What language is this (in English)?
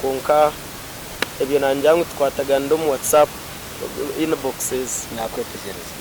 Nyankole